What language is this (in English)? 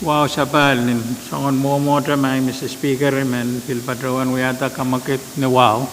Pohnpeian